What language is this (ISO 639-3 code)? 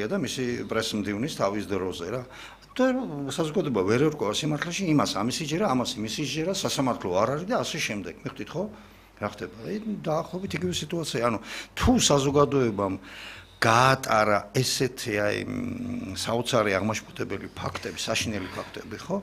kat